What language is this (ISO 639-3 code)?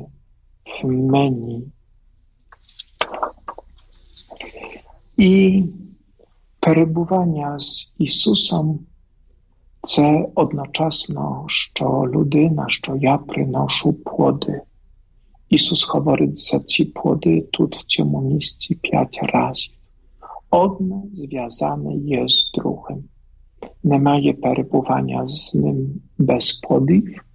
ukr